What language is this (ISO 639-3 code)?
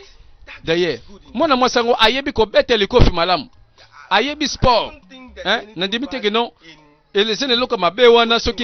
lin